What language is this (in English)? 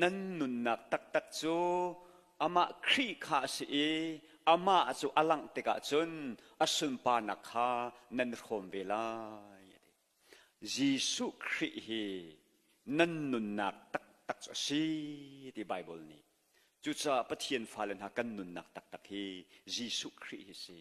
Hakha Chin